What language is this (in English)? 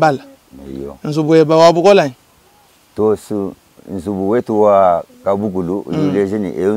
Luba-Lulua